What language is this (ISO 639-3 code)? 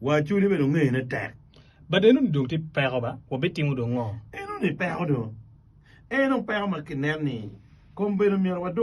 ach